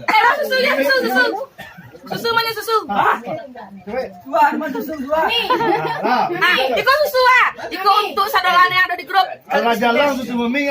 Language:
Minangkabau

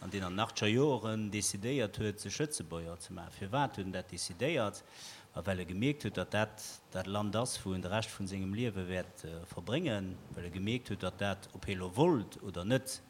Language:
Luxembourgish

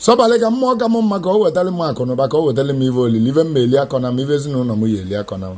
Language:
Igbo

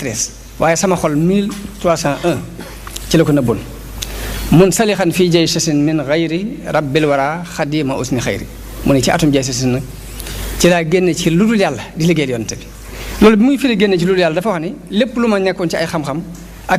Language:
Wolof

